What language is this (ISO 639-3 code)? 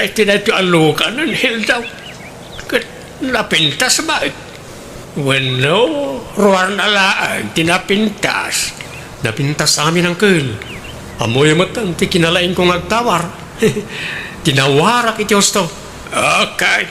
ilo